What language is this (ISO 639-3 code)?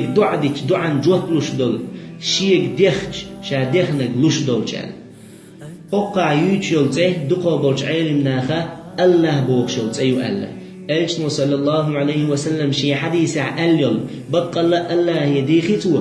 che